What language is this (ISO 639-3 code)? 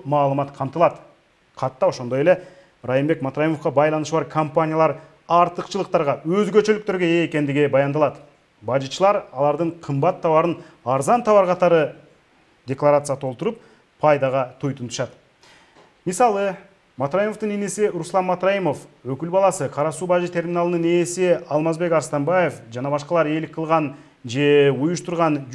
kir